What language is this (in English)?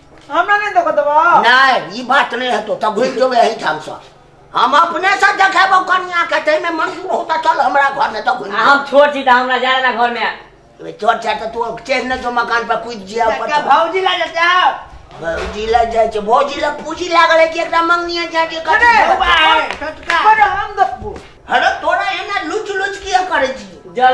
Maithili